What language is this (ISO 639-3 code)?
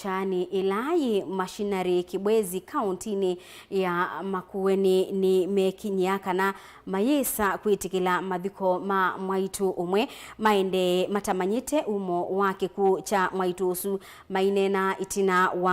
kam